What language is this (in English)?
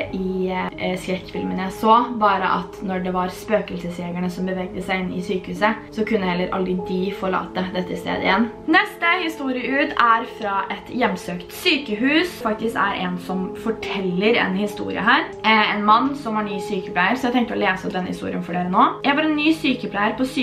Norwegian